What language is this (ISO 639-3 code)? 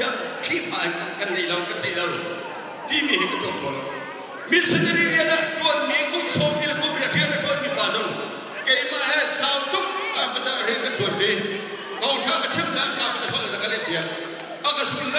cnh